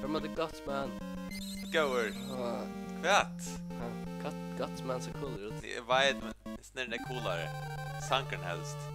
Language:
Faroese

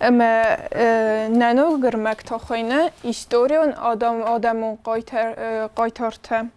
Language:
Ossetic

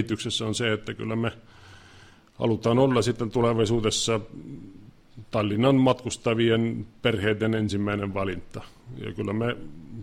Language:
Finnish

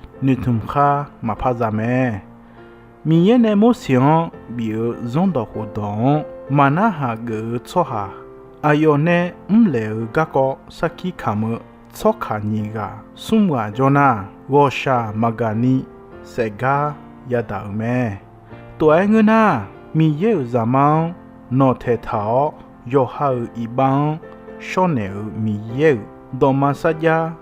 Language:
Akha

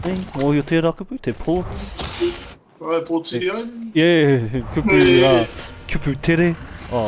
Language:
Māori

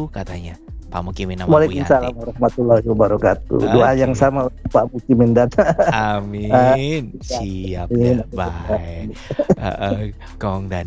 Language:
Indonesian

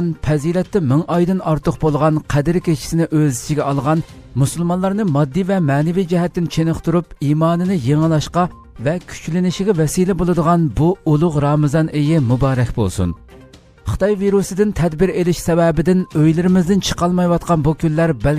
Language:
Uyghur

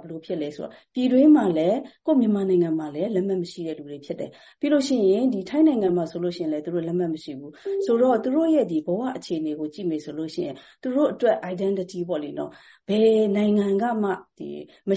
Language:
Burmese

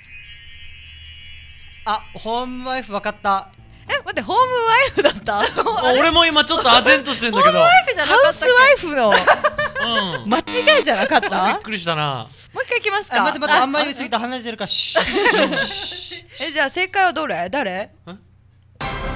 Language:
Japanese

